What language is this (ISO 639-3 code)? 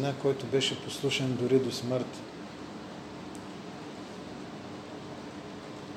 bul